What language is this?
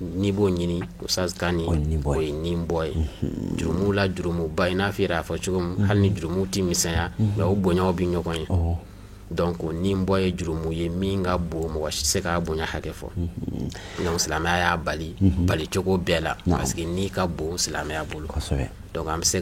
Bambara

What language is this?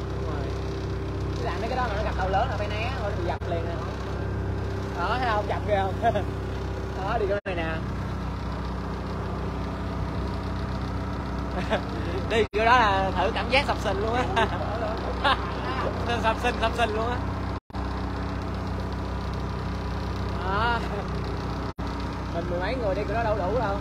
Vietnamese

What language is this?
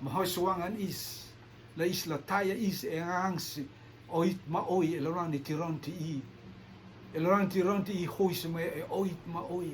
Rotuman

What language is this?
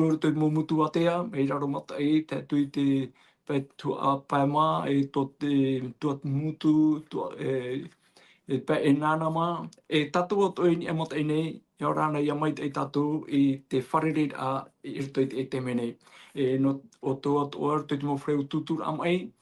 Tahitian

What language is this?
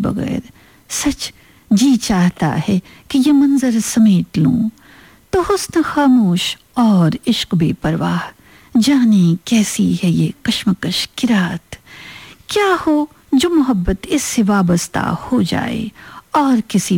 Urdu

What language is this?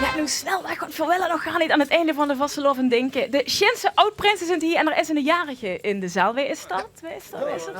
Limburgish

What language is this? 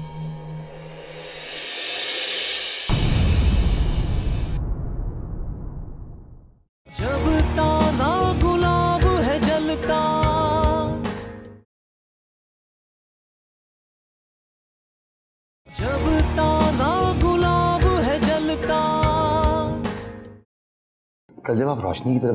Hindi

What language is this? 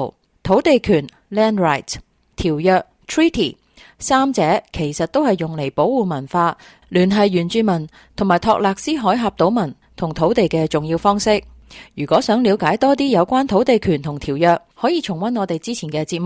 Cantonese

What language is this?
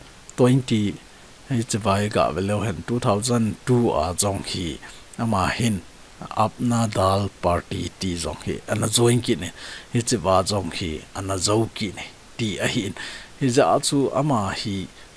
Thado Chin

